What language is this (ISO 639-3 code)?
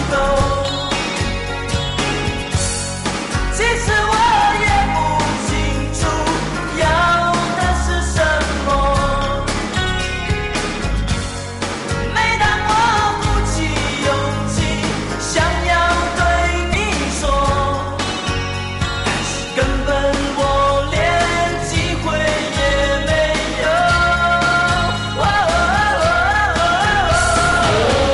zho